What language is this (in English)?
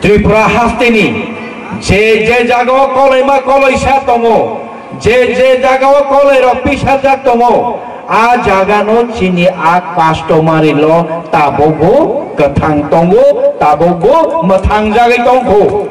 Kok Borok